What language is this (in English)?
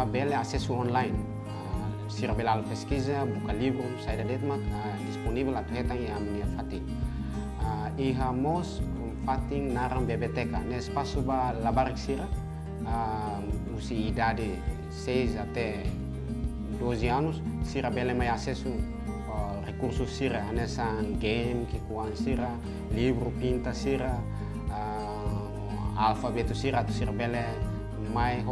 Tetum